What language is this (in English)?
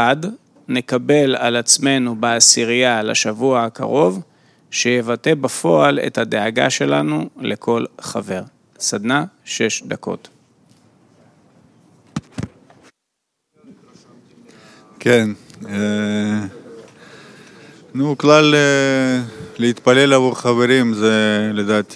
Hebrew